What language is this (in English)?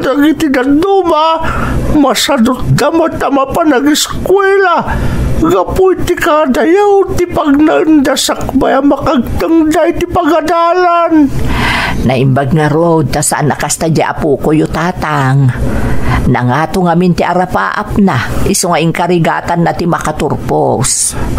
Iloko